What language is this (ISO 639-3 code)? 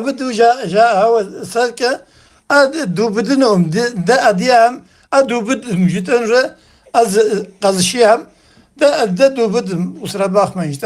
kbd